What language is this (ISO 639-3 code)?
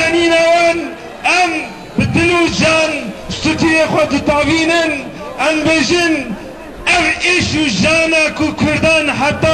kur